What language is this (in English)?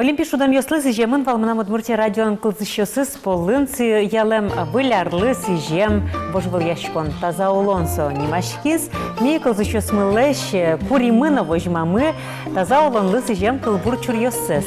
Udmurt